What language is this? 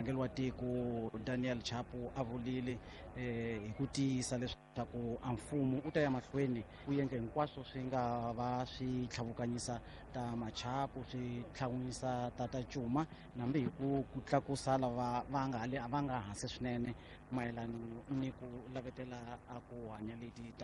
Tsonga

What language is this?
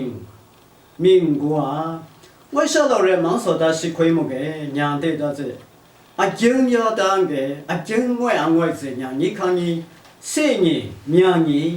Lashi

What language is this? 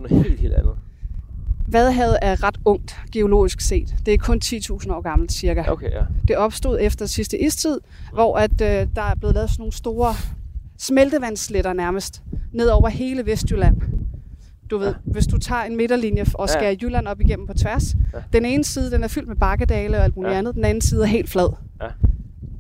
Danish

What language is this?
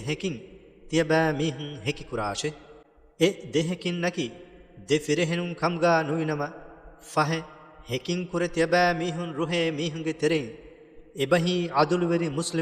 Divehi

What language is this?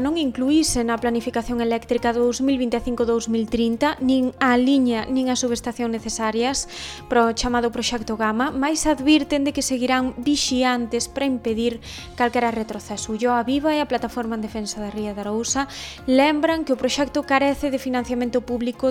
Galician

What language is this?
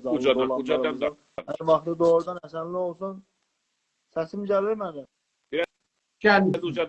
South Azerbaijani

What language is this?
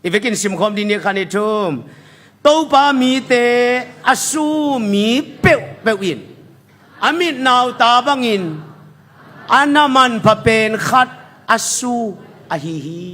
Tedim Chin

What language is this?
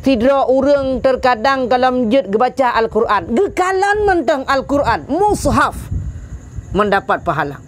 Achinese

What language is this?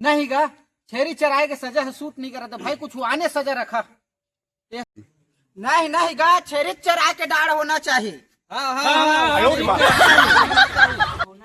Chhattisgarhi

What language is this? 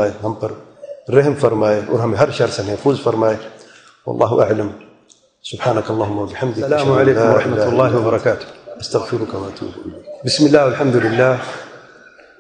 Urdu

